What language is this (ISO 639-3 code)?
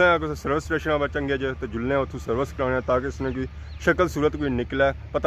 phr